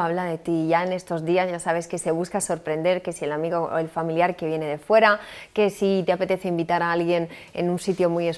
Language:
Spanish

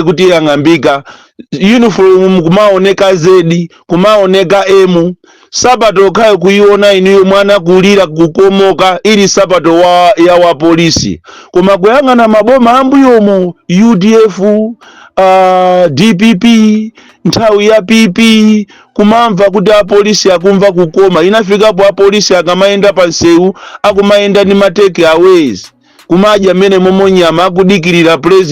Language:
Nyanja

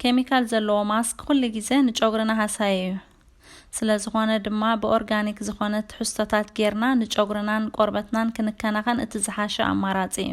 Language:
Tigrinya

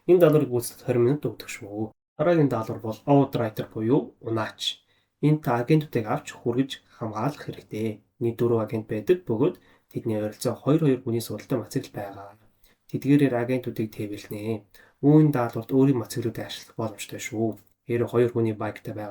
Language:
Mongolian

